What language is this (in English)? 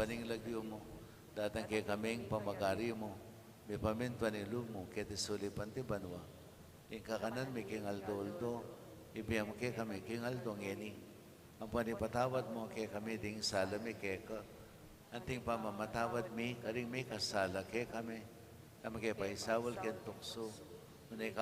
Pampanga